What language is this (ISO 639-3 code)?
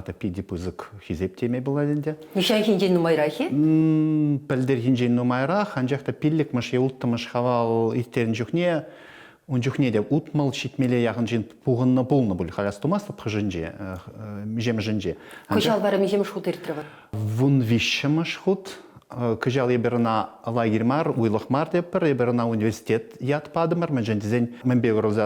chv